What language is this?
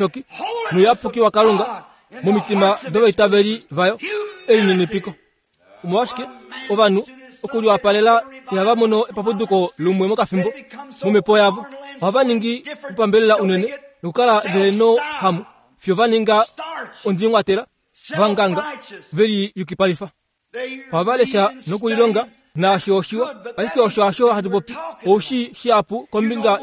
Kuanyama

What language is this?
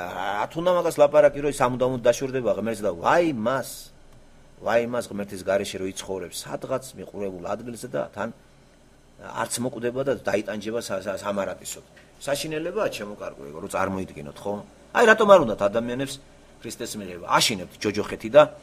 Georgian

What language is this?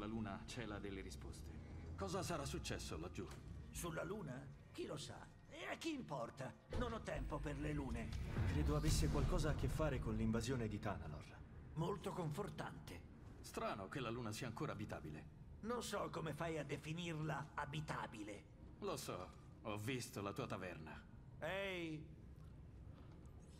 Italian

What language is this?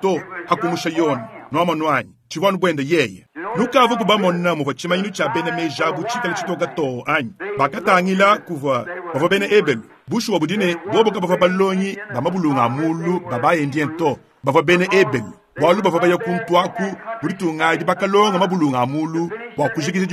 Luba-Lulua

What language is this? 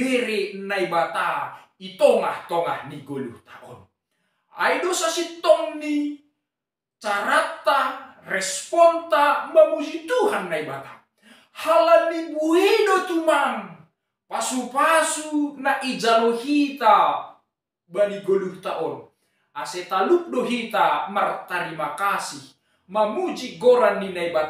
Batak Simalungun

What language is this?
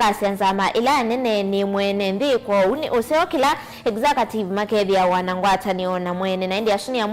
Kamba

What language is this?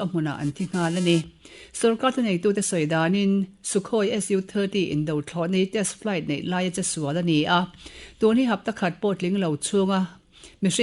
Mizo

